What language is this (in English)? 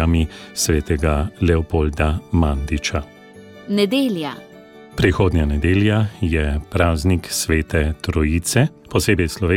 Slovenian